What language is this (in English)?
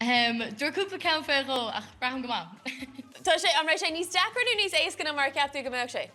Irish